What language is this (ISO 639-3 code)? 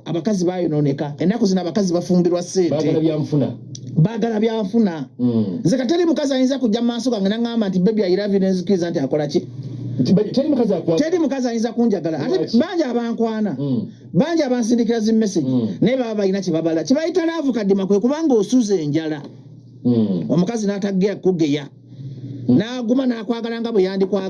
lug